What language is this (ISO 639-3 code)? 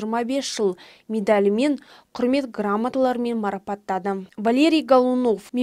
kaz